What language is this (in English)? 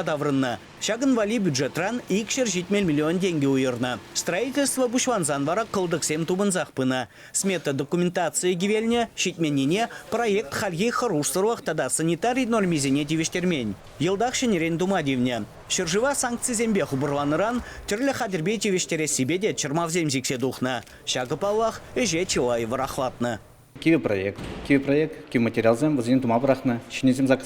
Chuvash